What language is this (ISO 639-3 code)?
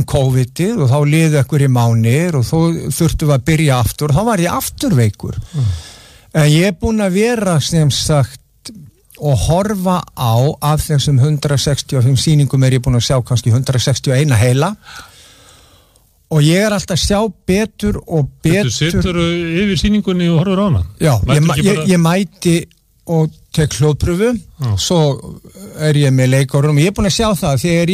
isl